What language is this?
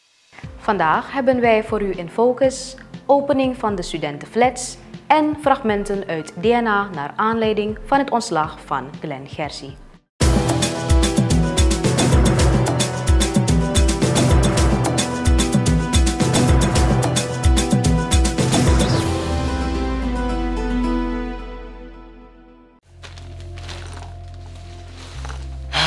Dutch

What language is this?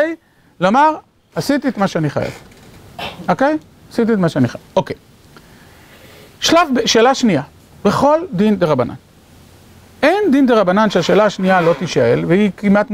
Hebrew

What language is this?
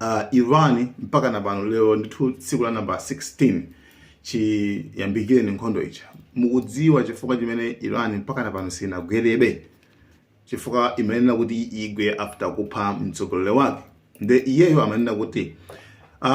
Nyanja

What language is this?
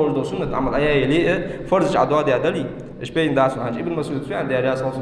Ingush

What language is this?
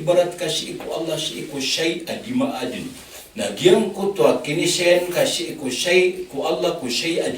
Maranao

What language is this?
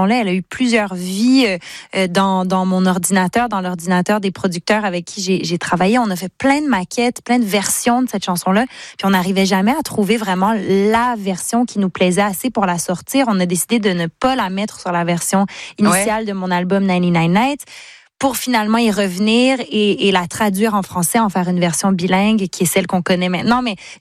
French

